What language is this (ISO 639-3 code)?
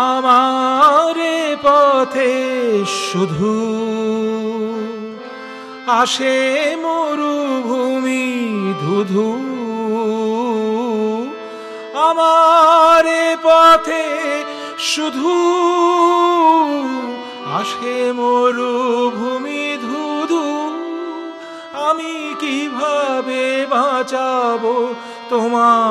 ben